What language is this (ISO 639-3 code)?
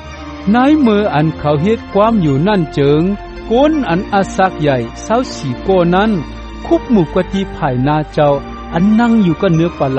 shn